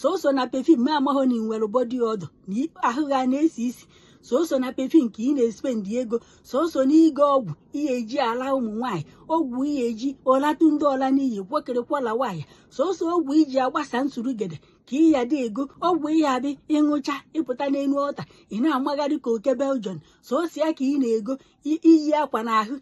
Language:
Igbo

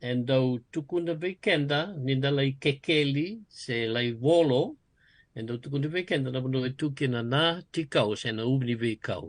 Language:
Fijian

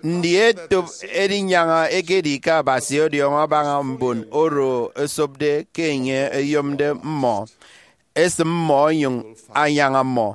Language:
Efik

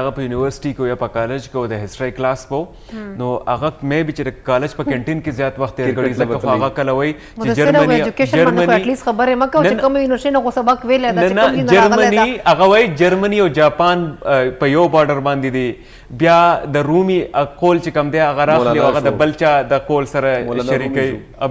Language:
Pashto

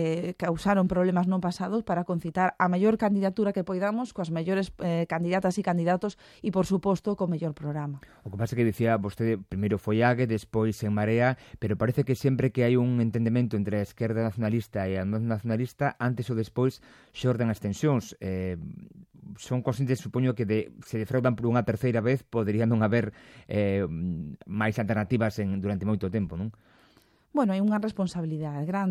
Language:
Galician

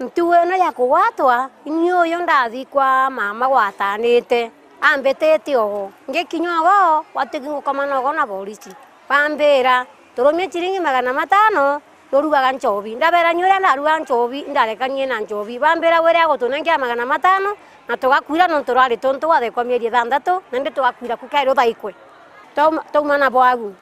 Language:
Meru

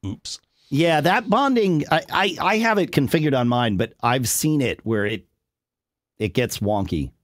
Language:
English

